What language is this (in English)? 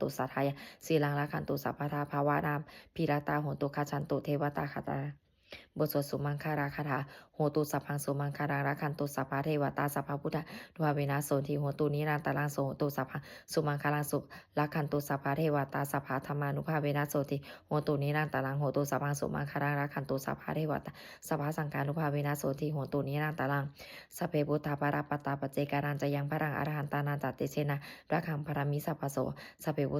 Pali